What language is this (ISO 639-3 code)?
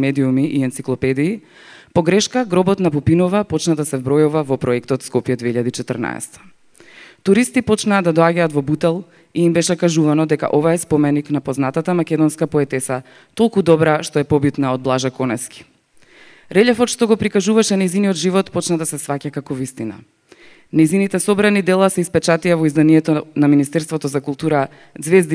mkd